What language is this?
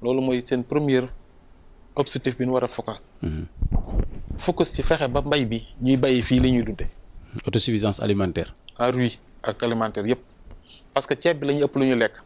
Wolof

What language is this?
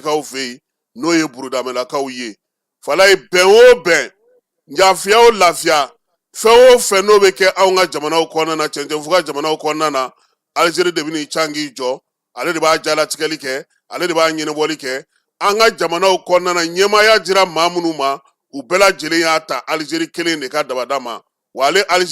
Bambara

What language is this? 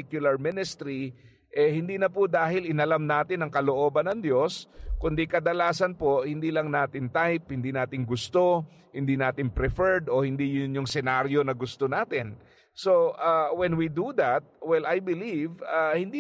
Filipino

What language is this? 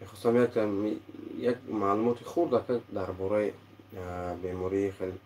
Tajik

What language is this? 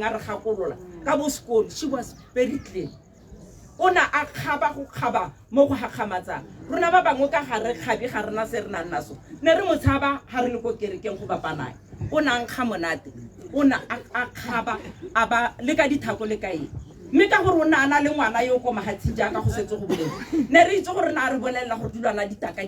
Tswana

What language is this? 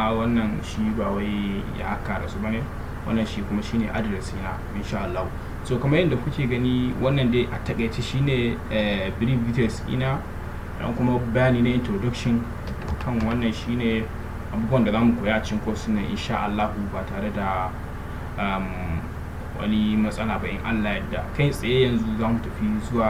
Hausa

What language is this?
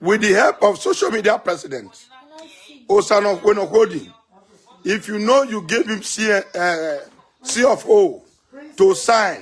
Nigerian Pidgin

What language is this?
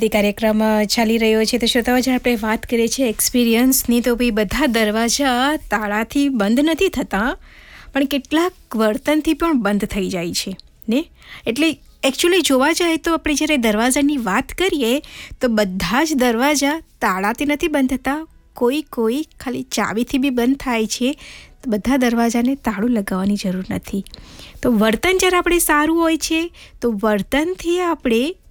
Gujarati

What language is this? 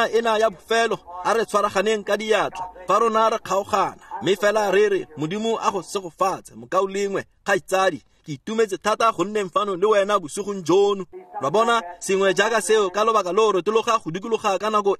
Tswana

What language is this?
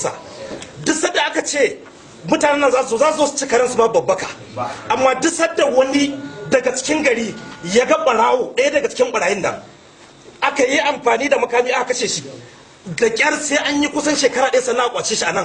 Hausa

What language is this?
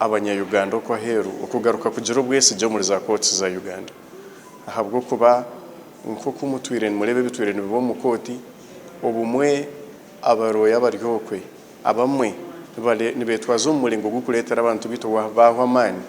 Nyankole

